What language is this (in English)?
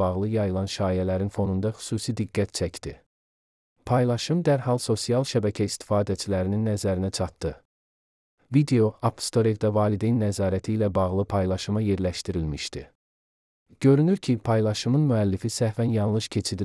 Azerbaijani